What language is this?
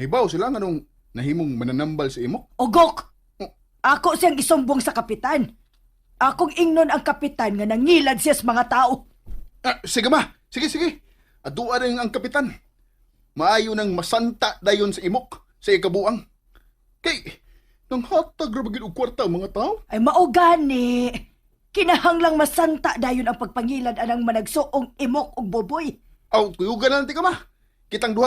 Cebuano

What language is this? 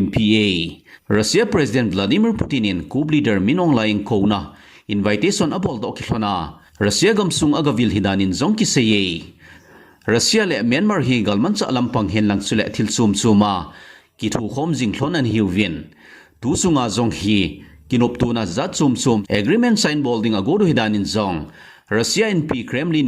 Thado Chin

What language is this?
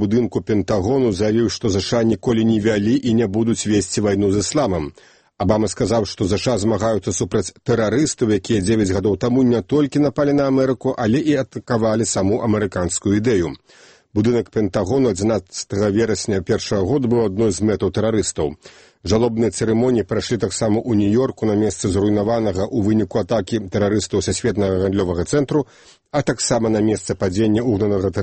Belarusian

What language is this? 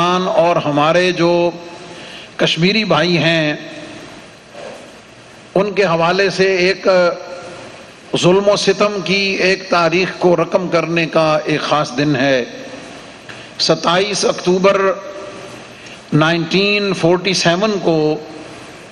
Urdu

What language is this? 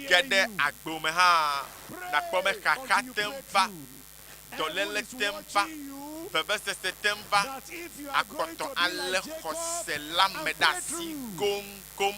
Ewe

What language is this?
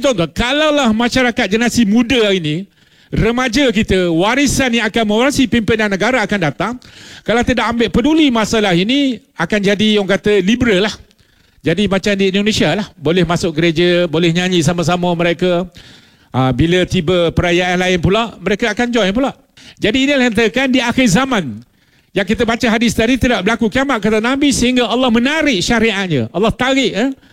Malay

